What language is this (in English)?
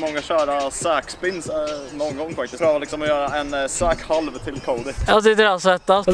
Swedish